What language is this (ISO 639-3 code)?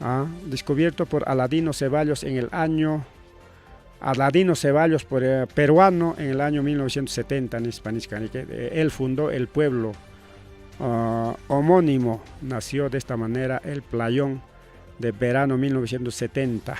quy